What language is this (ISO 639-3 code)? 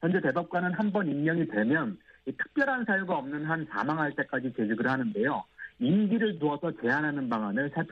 kor